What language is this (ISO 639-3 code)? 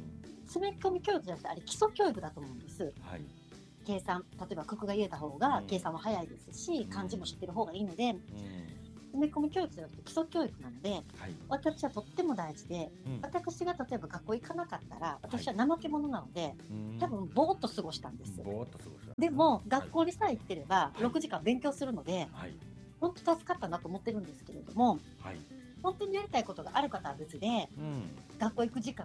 jpn